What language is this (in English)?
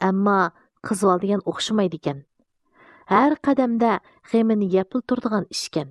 Uyghur